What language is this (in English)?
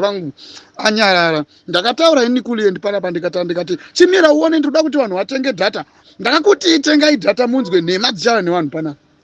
Shona